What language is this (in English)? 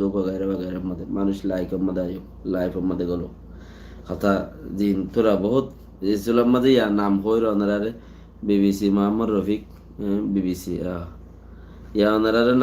Rohingya